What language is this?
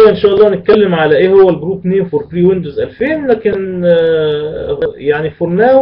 Egyptian Arabic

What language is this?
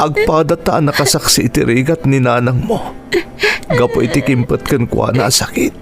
Iloko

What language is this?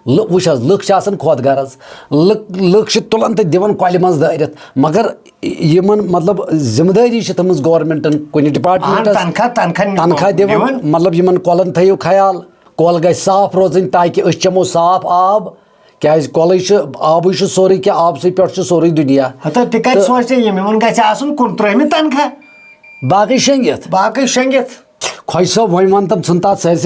Kashmiri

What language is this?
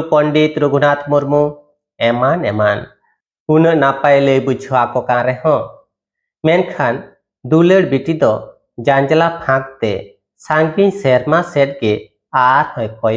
Santali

